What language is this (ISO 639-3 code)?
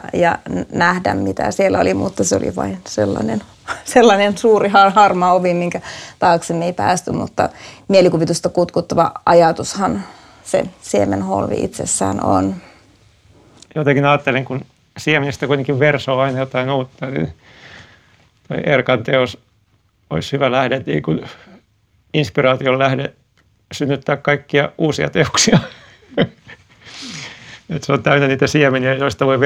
fin